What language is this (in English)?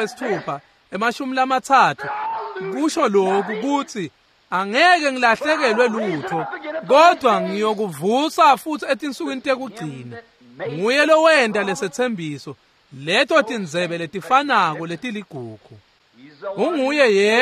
Swati